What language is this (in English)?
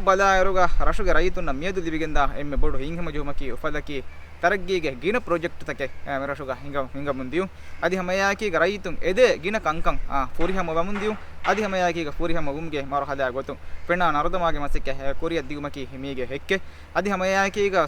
Divehi